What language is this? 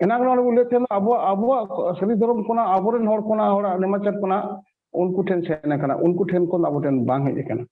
Santali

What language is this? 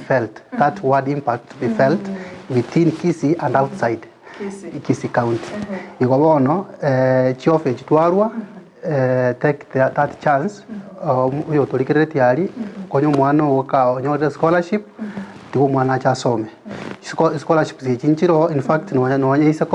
Gusii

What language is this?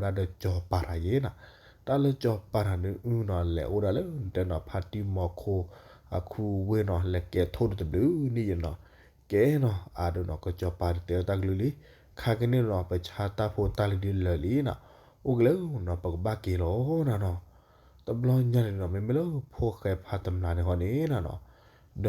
S'gaw Karen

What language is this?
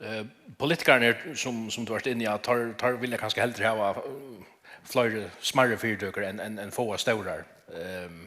Faroese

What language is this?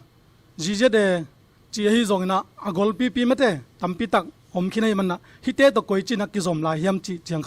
Tedim Chin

